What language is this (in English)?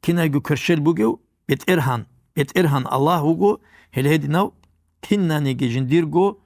Avaric